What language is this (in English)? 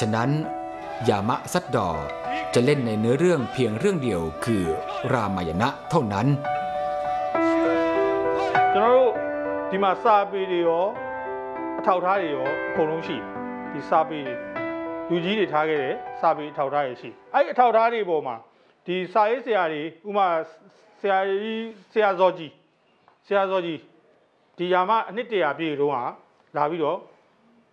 Burmese